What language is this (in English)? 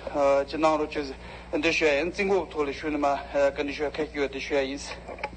Tibetan